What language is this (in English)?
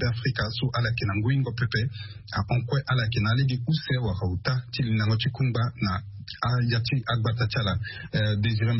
Sango